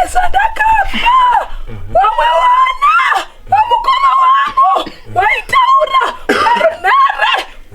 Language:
Shona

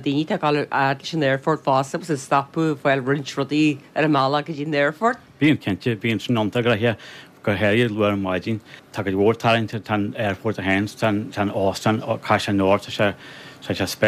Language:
Irish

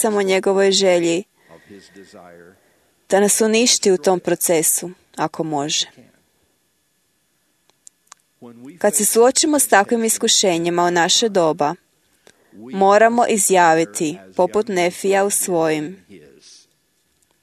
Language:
Croatian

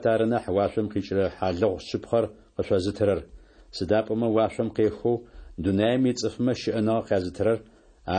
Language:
Adyghe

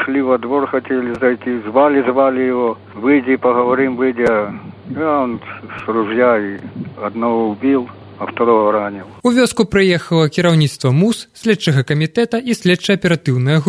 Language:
Belarusian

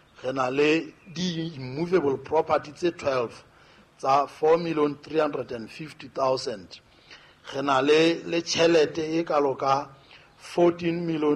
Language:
Southern Sotho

